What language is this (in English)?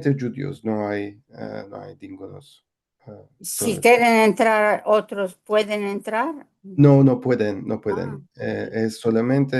Ladino